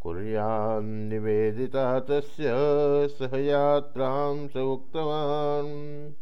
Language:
Sanskrit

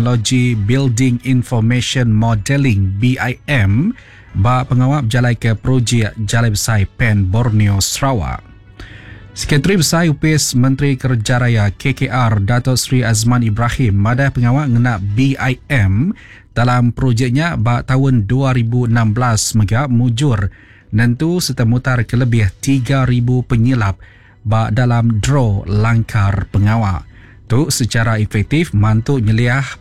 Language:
Iban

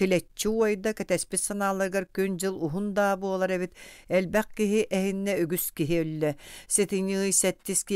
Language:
Yakut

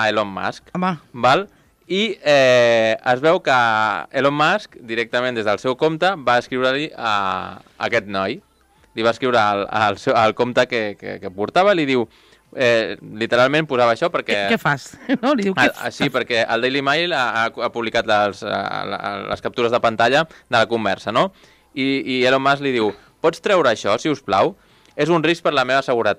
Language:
Catalan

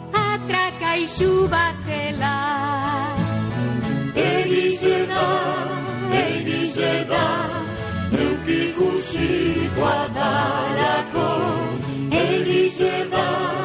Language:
Basque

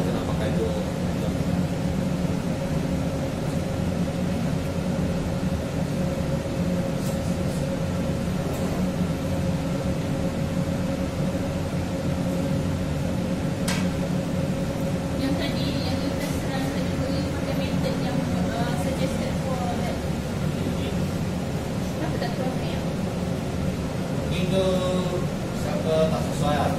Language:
Malay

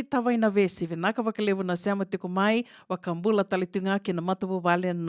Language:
Fijian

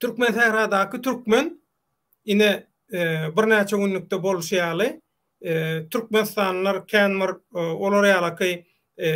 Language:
Turkmen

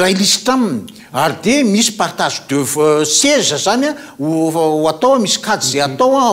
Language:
Malagasy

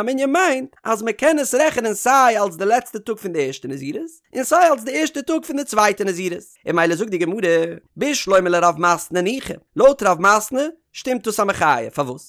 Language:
Yiddish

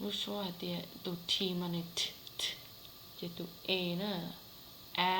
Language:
Hmong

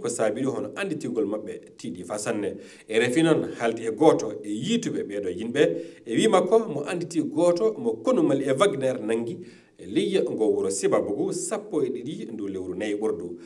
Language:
Fula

